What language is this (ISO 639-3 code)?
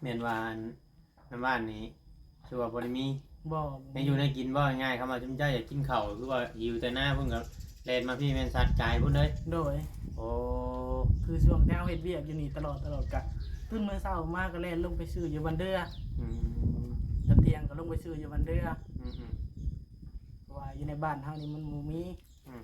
tts